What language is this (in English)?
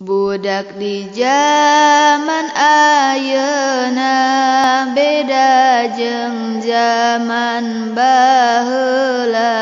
Sundanese